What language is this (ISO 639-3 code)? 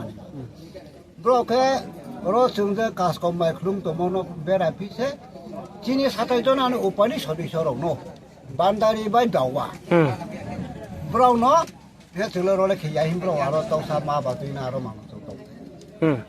ria